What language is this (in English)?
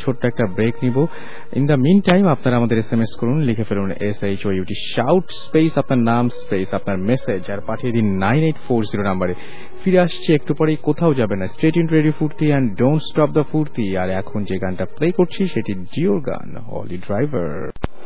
Bangla